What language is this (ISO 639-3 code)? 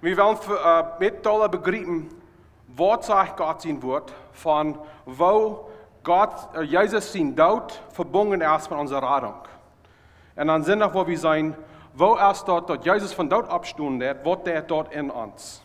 pdt